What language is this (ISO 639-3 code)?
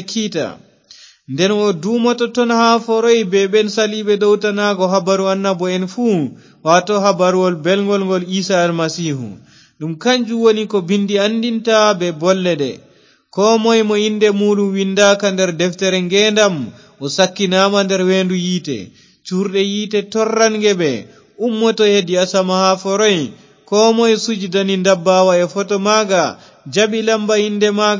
ful